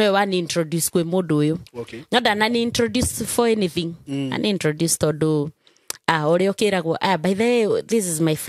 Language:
Kikuyu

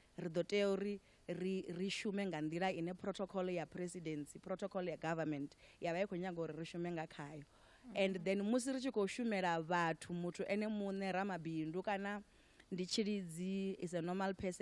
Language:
Venda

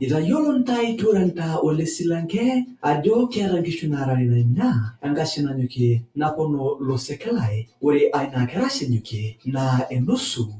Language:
Masai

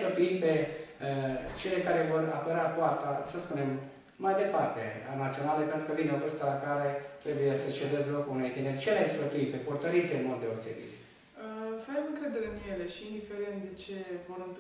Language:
Romanian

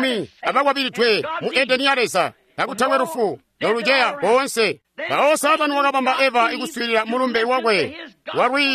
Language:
Tonga (Zambia)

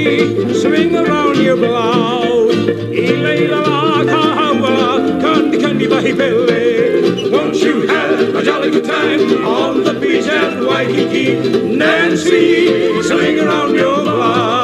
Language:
Hawaiian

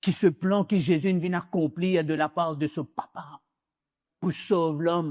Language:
Morisyen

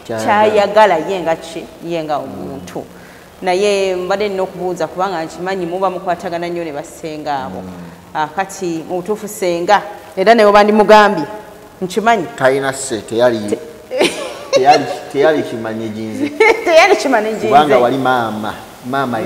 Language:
Ganda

